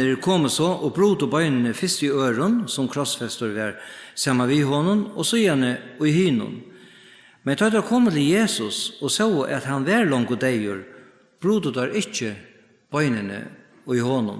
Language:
Faroese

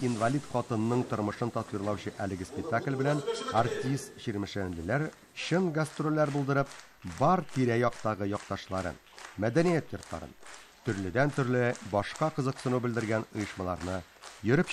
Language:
Tatar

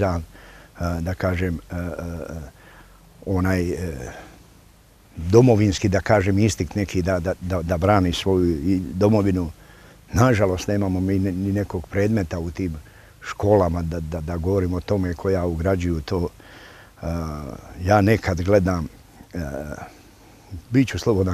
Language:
Serbian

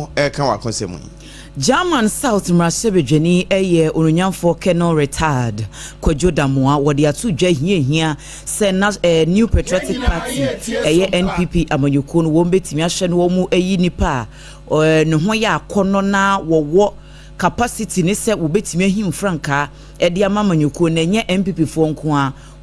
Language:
Akan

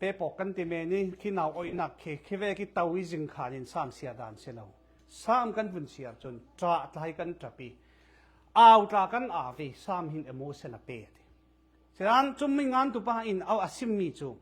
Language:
Falam Chin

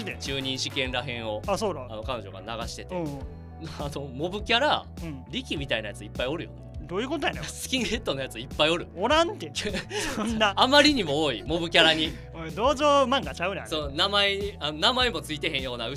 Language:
Japanese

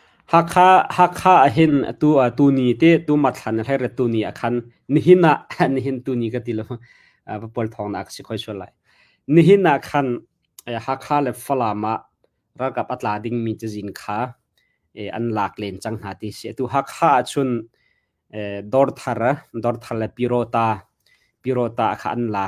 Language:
Hakha Chin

